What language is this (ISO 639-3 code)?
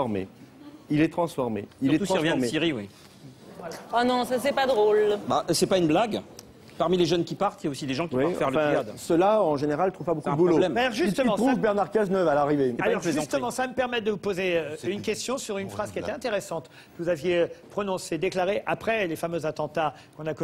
fra